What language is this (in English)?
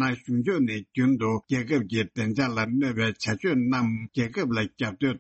Tibetan